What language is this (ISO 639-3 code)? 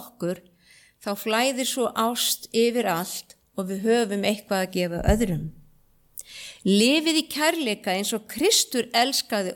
isl